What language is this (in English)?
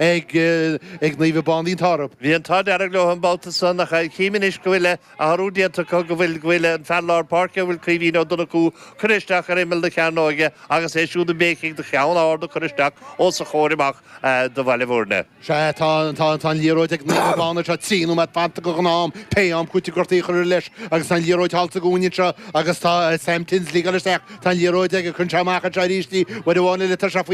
Irish